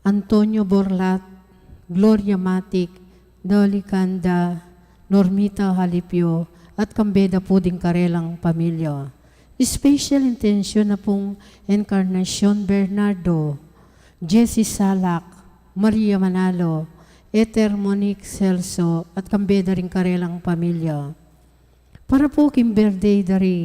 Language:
Pampanga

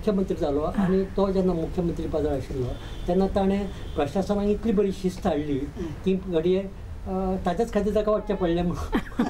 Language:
Konkani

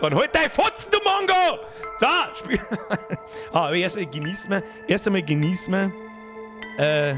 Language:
Bavarian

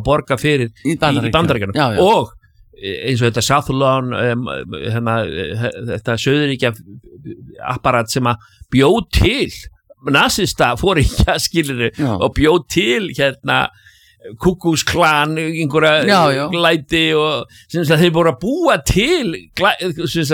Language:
Icelandic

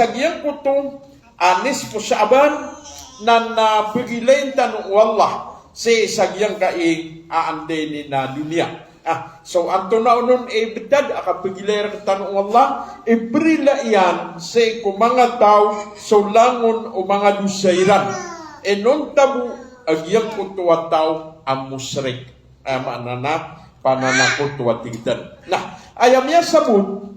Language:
Maranao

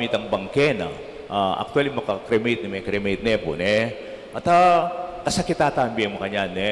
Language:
Pampanga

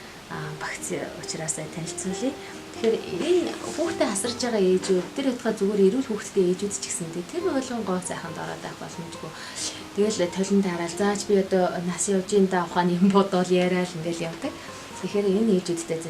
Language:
Mongolian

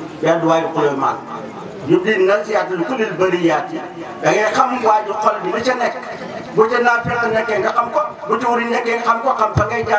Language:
Wolof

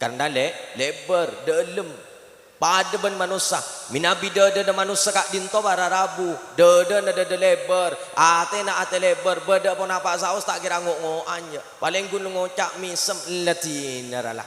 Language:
Madurese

